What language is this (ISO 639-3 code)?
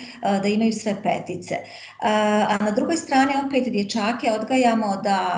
bos